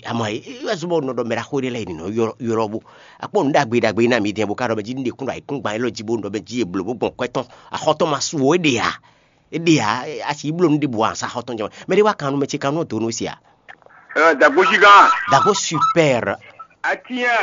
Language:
Fon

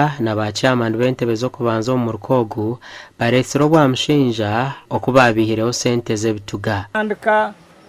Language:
Nyankole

